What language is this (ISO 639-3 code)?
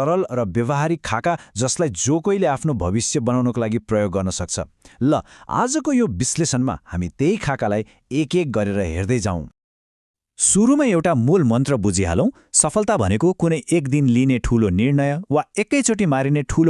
nep